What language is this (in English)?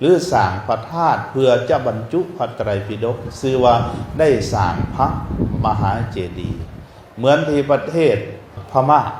Lao